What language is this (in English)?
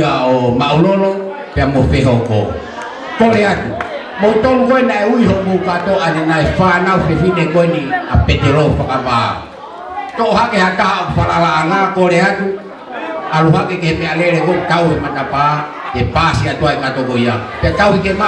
Tongan